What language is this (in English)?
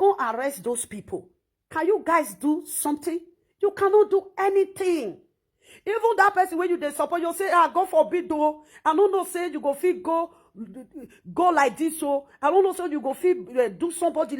Nigerian Pidgin